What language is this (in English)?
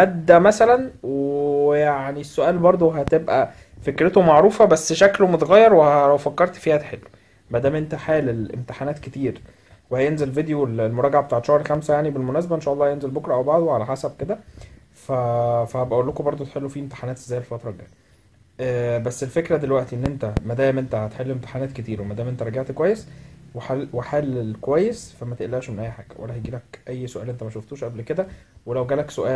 Egyptian Arabic